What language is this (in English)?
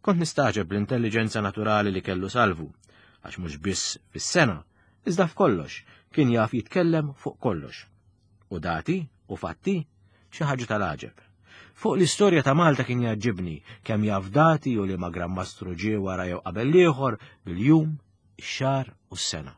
Maltese